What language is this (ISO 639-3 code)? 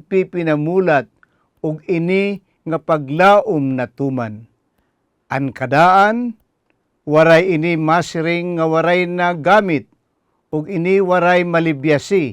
war